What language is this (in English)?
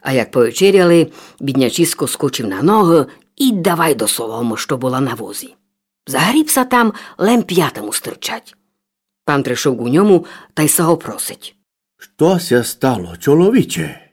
Rusyn